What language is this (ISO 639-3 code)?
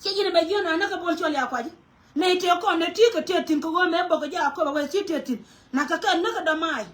nus